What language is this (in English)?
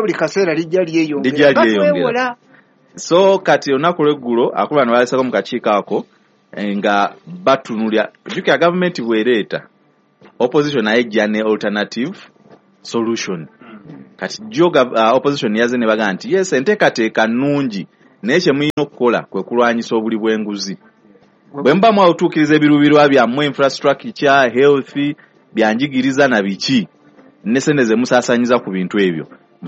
Ganda